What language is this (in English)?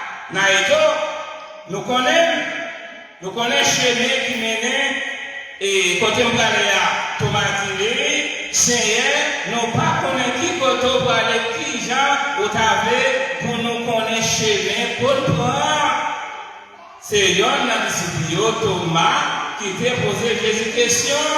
Haitian Creole